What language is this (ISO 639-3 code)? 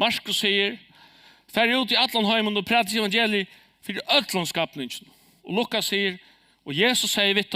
fao